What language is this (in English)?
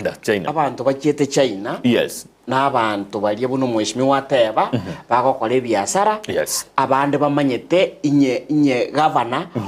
Gusii